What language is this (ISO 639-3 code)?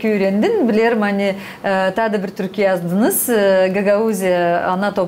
gag